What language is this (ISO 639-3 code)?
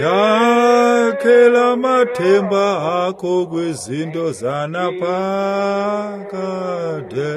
xho